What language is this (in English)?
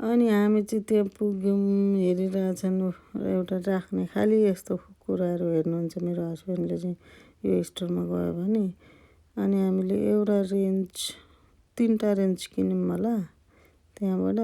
Nepali